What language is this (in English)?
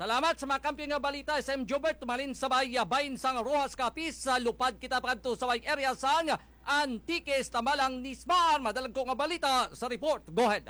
Hiligaynon